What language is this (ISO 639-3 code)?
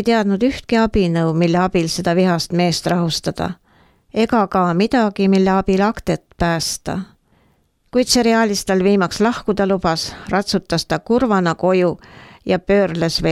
est